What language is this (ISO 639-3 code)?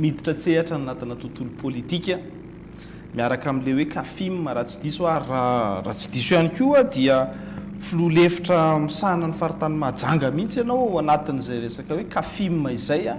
mlg